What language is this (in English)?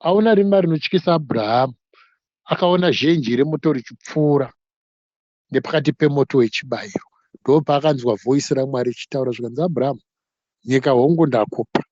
Shona